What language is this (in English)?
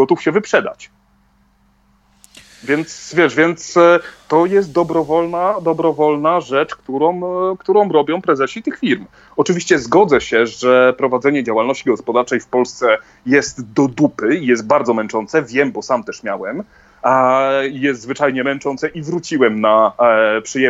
Polish